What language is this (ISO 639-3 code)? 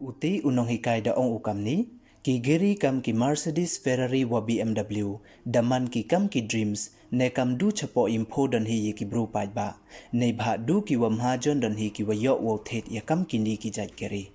pbv